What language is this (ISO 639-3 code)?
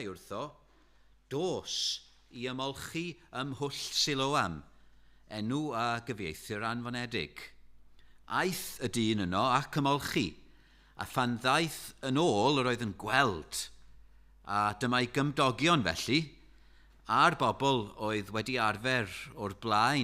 cym